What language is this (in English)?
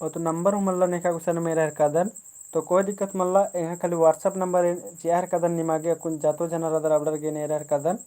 Kurukh